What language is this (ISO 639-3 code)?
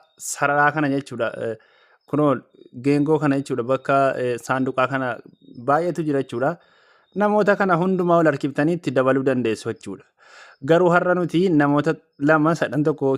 orm